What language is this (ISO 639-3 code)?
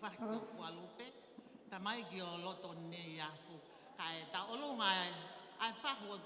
ton